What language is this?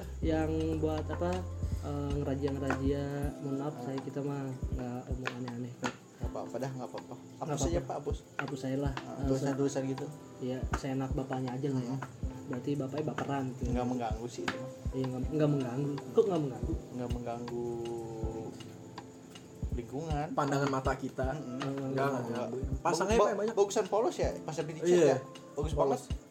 Indonesian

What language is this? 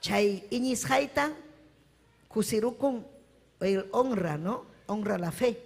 Ayacucho Quechua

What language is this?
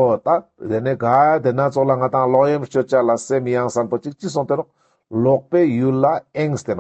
Ladakhi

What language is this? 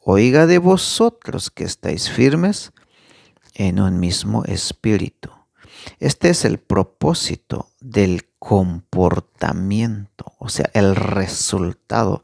Tzeltal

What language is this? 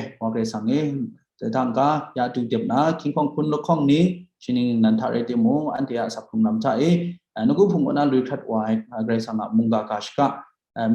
Kachin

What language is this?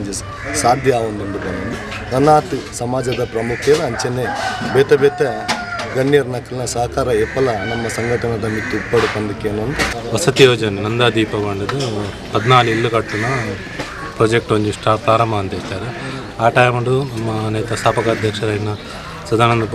Tulu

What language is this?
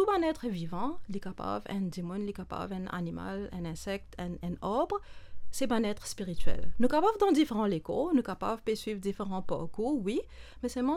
Morisyen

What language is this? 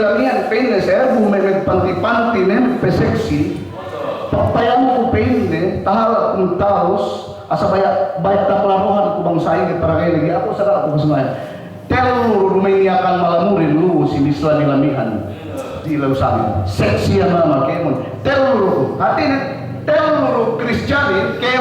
Yakan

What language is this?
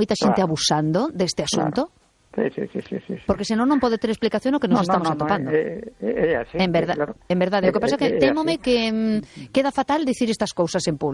Galician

